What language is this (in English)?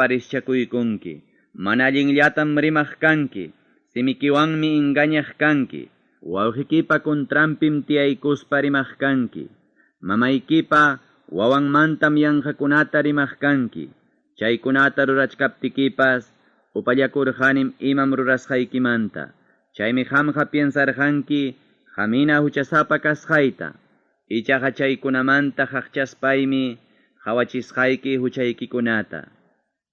Ayacucho Quechua